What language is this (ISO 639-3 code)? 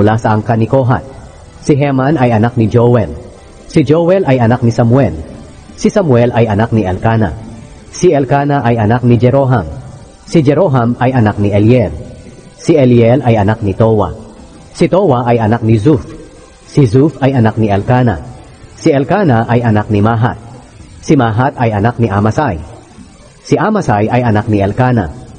fil